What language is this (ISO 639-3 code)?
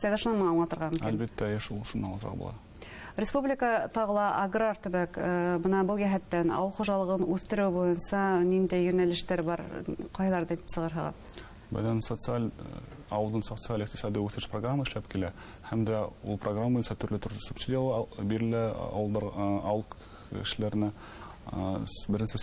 bak